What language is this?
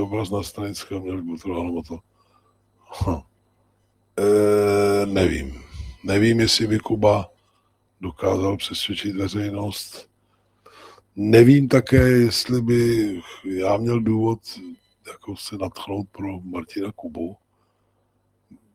Czech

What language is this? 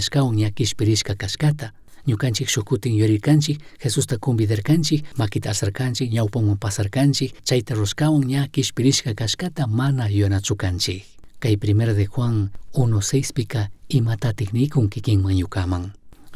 Chimborazo Highland Quichua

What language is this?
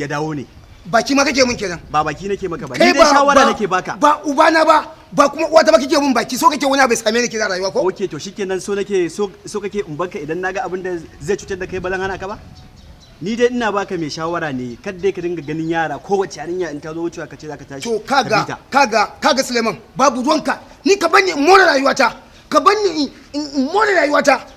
Hausa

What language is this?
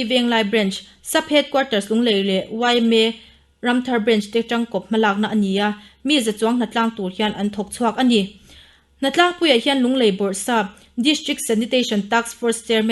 Mizo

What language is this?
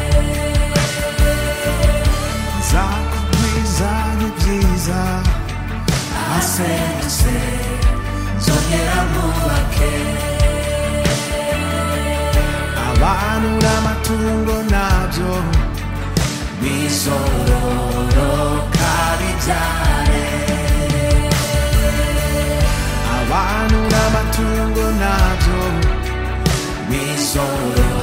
Kinyarwanda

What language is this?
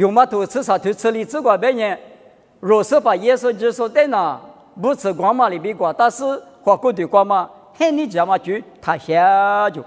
Lisu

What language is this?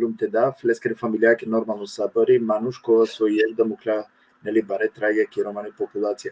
Balkan Romani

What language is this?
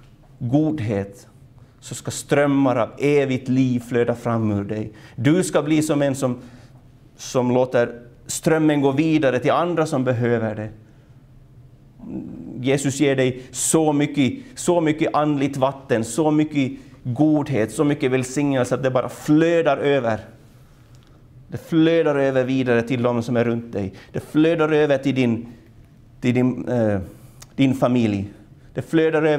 Swedish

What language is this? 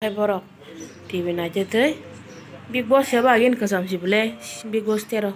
Kok Borok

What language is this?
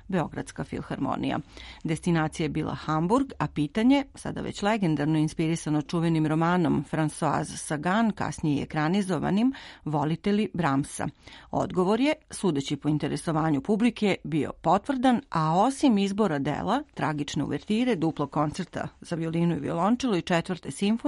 Serbian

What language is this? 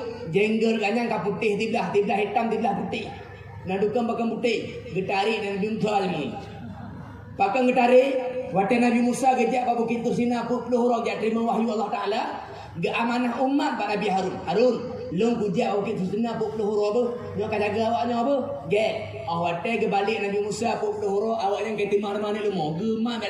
Achinese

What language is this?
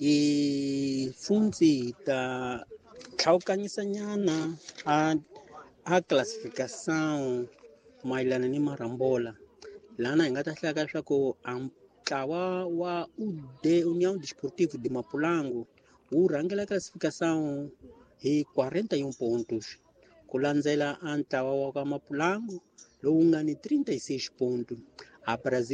Tsonga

